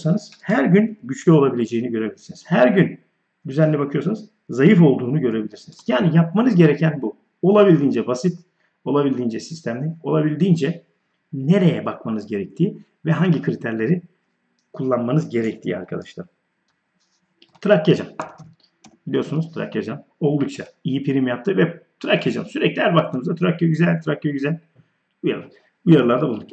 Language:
Turkish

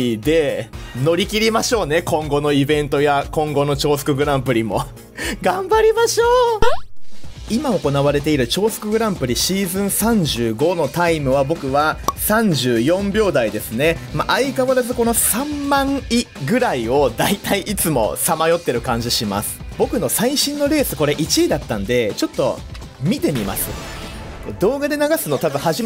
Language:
Japanese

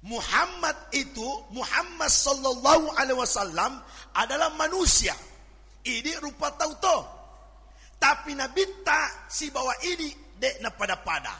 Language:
Buginese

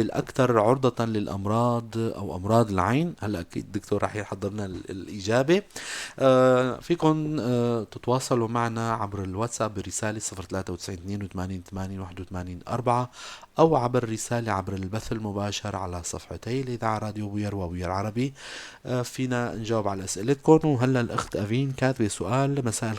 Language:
North Levantine Arabic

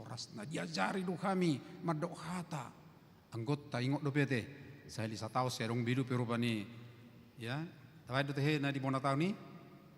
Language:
Batak Toba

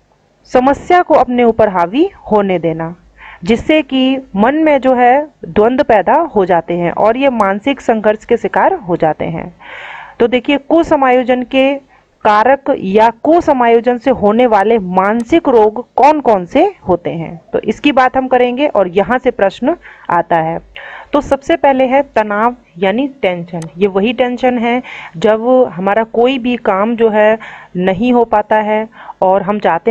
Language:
Hindi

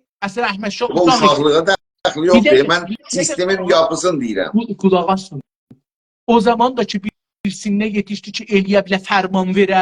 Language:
South Azerbaijani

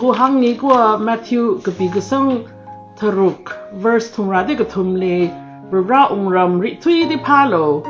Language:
Tangkhul Naga (India)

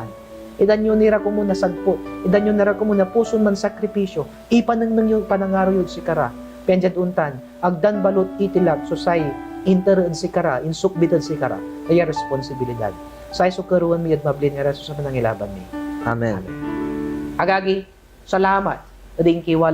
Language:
Pangasinan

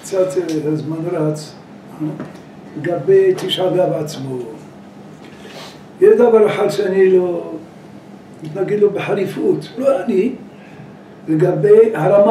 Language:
Hebrew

